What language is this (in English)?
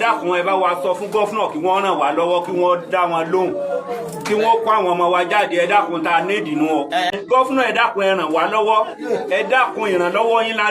Yoruba